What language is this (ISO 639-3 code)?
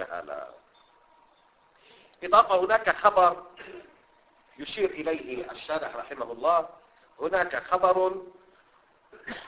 ara